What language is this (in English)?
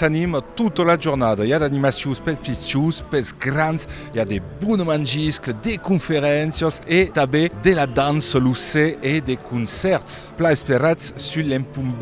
Occitan